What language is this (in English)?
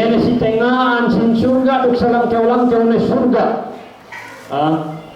Yakan